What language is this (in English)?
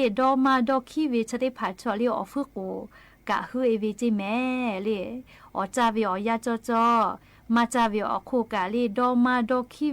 Lahu